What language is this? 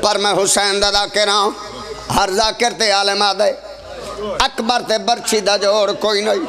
Pahari-Potwari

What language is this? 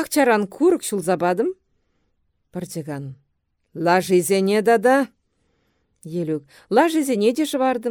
Chuvash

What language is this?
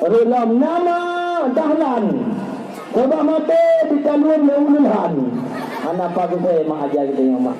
Achinese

